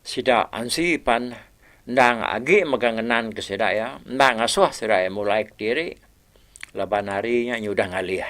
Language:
Iban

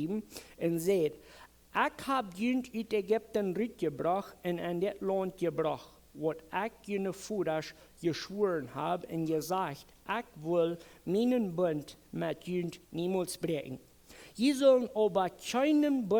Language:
Plautdietsch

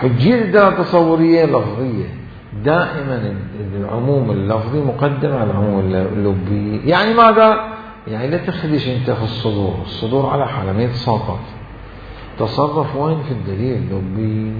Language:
Mesopotamian Arabic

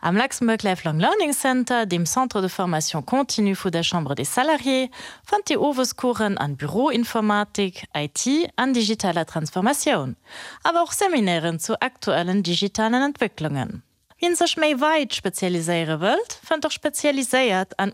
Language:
Luxembourgish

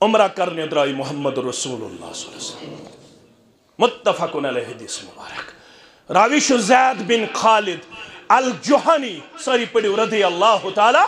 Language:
Kashmiri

